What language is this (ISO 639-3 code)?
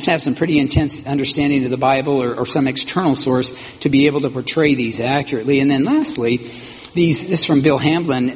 eng